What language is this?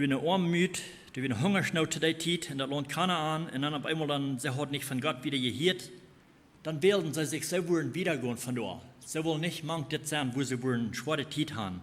Plautdietsch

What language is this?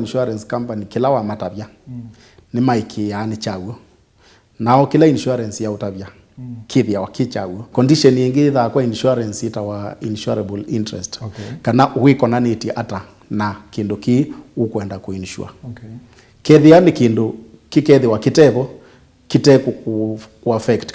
Kamba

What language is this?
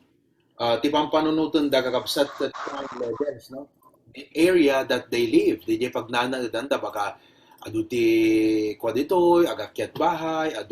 Iloko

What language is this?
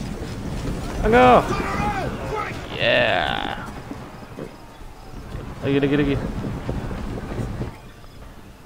Malay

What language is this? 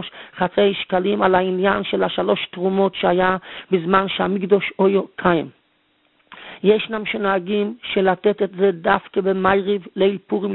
Hebrew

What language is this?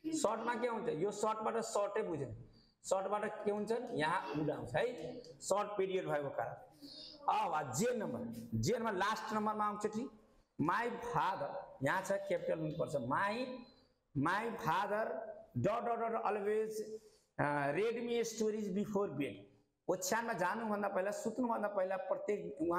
Nepali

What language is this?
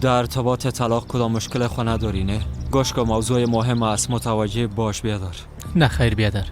Persian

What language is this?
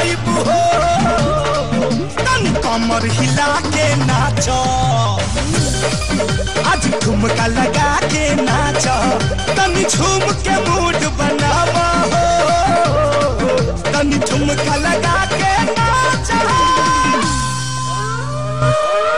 Bhojpuri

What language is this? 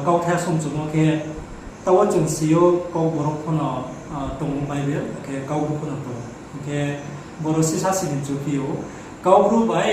Riang (India)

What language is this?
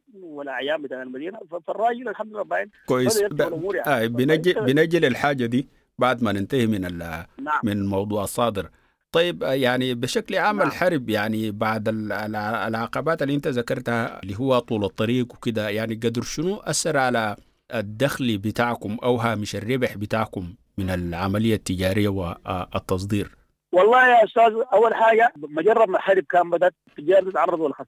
Sudanese Arabic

